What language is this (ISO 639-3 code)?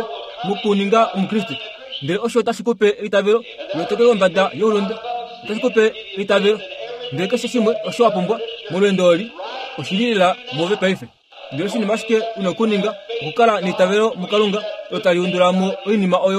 kua